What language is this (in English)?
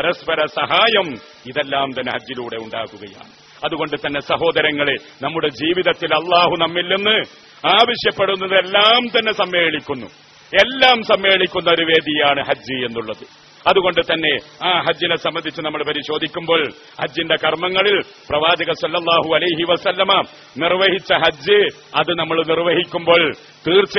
Malayalam